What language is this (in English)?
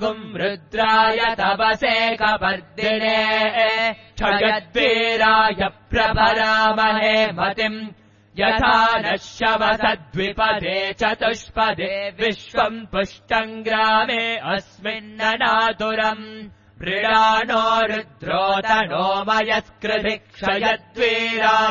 Sanskrit